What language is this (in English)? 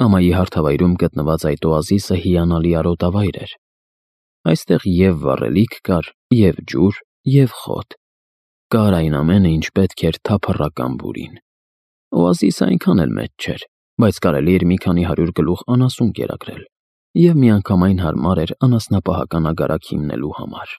Armenian